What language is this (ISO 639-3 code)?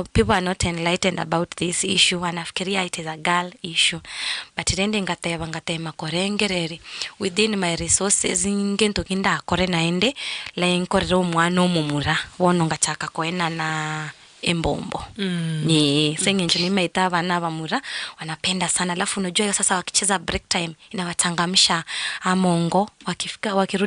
guz